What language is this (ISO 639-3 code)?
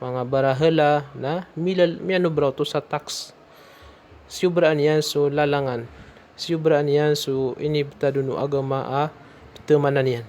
mrw